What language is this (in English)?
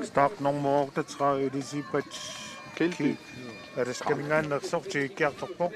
Kalaallisut